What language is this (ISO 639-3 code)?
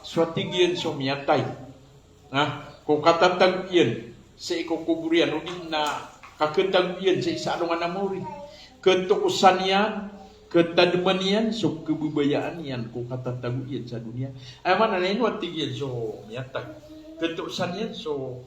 mrw